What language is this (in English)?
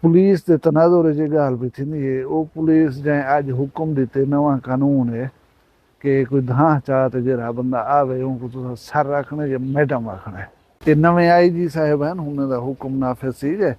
Saraiki